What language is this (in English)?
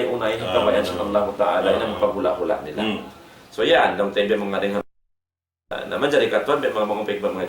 Tausug